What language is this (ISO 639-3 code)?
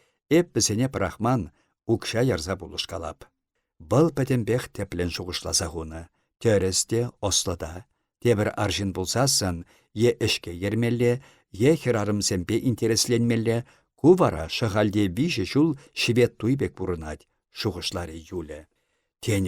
chv